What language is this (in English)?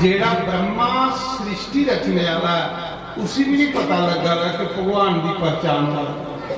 Dogri